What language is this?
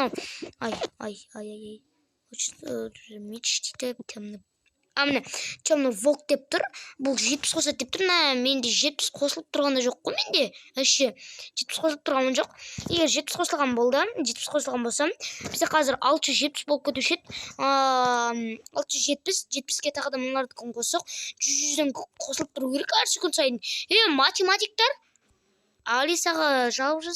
Kazakh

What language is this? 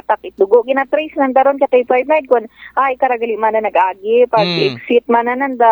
Aklanon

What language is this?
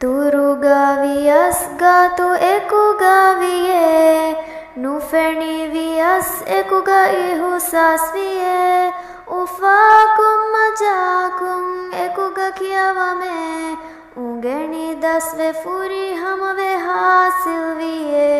Divehi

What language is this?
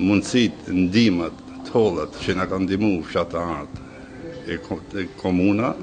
Albanian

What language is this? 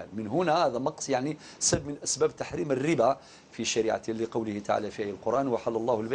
Algerian Arabic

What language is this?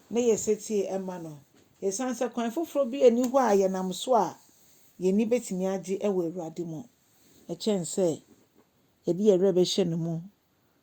Akan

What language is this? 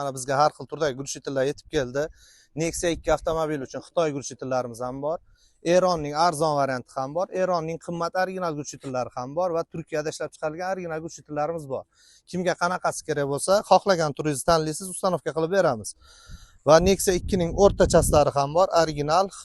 Uzbek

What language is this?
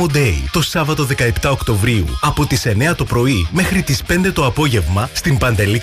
Greek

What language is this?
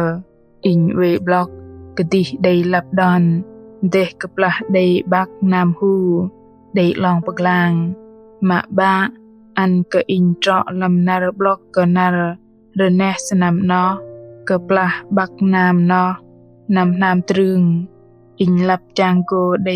Bahnar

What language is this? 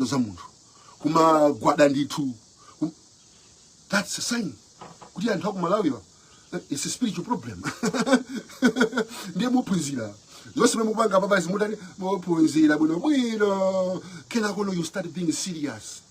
Nyanja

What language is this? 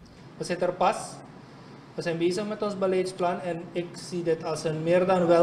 Dutch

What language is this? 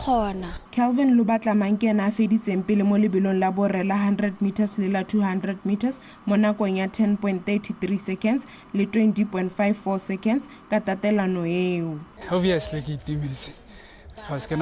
Tswana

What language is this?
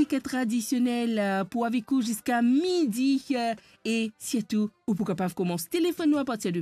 Morisyen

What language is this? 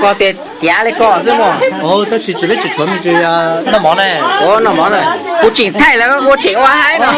Hmong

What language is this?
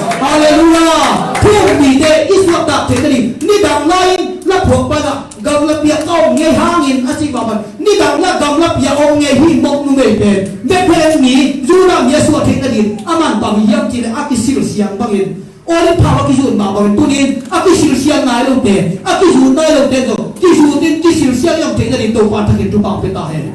Tedim Chin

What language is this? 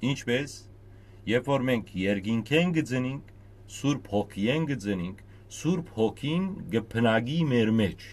Western Armenian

